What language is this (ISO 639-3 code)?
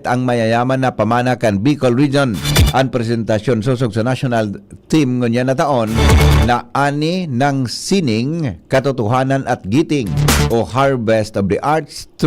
bik